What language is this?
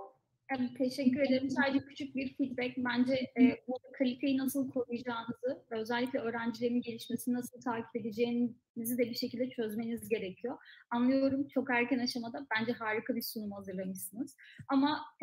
Turkish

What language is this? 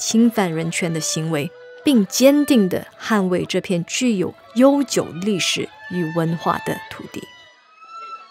Chinese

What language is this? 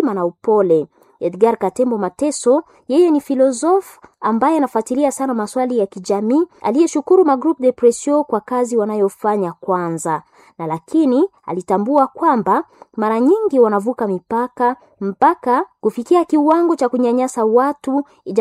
Swahili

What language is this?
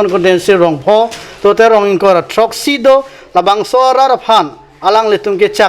Karbi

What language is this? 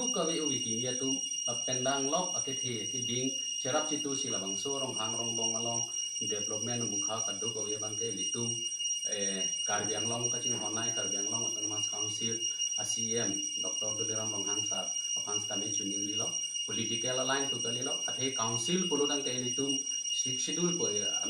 Karbi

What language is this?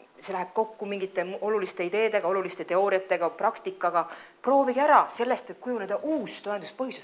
Estonian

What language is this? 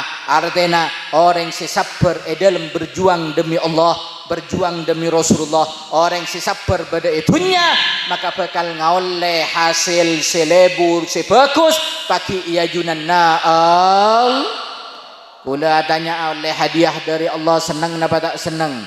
Madurese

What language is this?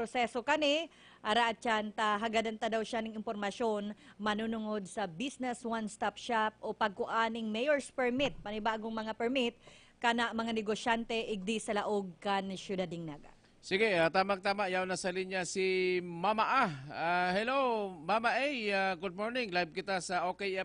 Bikol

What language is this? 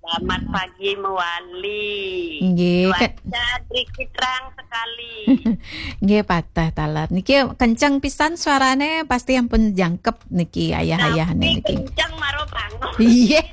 Balinese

